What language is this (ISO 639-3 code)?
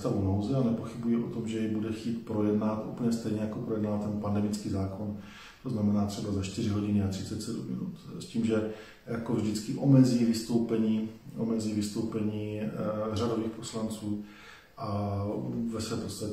ces